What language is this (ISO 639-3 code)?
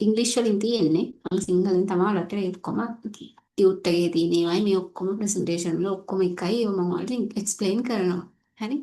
sin